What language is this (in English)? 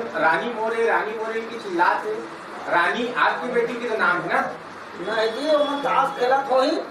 Chhattisgarhi